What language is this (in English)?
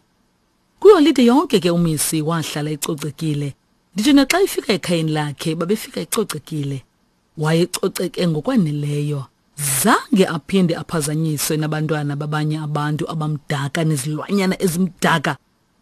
Xhosa